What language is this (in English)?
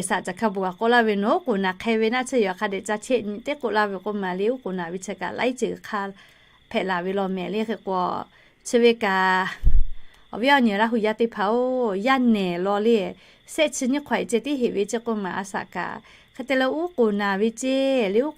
Lahu